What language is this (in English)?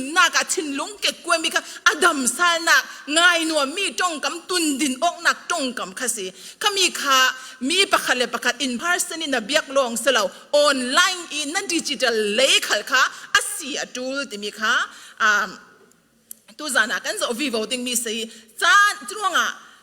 Falam Chin